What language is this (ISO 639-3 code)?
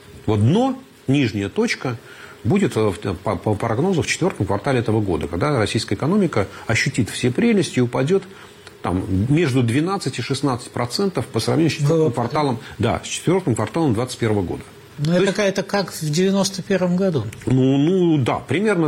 rus